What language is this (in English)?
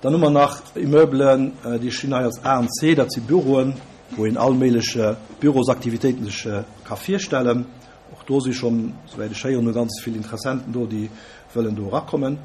Luxembourgish